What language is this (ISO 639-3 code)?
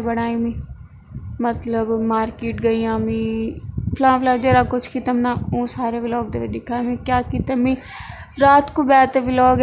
skr